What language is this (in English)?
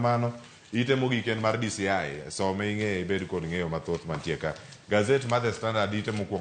Luo (Kenya and Tanzania)